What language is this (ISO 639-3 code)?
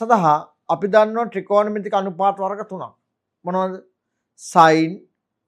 sin